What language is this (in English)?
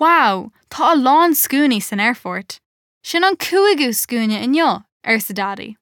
Irish